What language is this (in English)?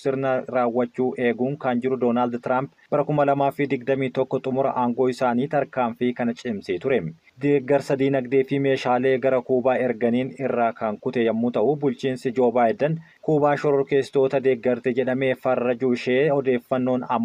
Oromo